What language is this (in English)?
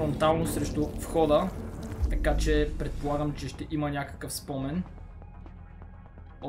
Bulgarian